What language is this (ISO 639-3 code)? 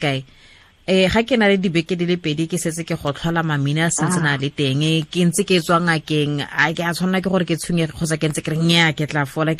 tsn